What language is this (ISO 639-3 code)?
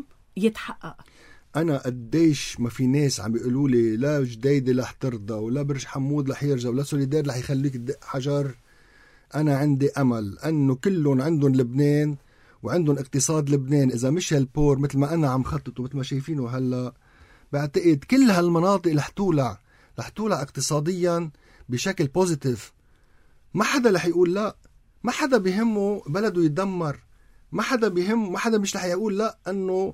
apc